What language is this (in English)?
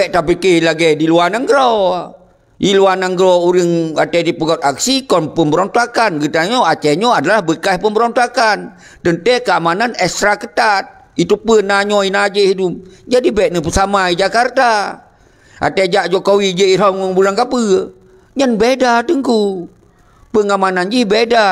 Achinese